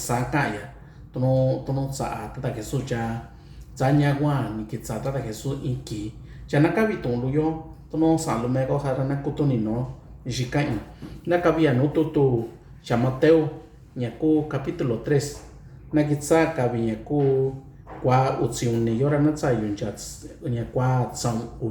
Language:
Mixtepec Mixtec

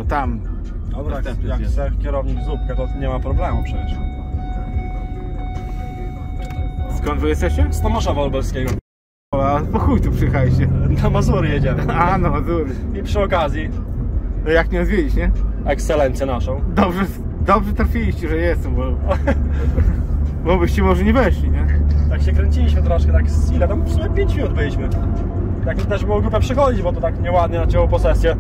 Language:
Polish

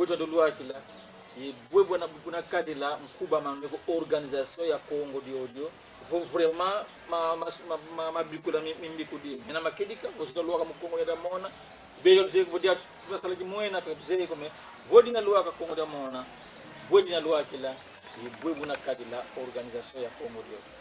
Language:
Kongo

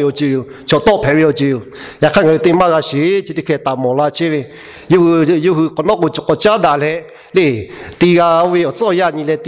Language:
Lahu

